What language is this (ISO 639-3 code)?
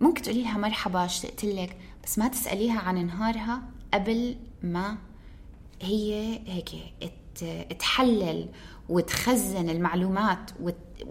apc